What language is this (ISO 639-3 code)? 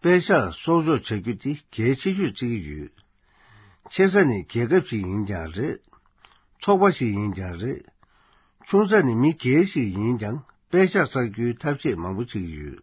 bod